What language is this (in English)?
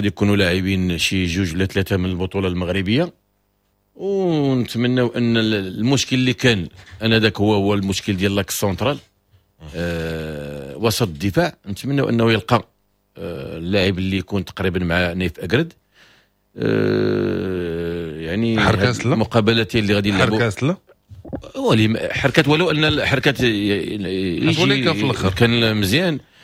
Moroccan Arabic